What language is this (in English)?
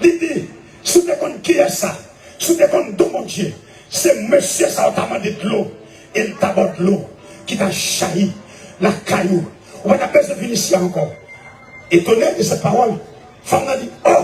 Haitian Creole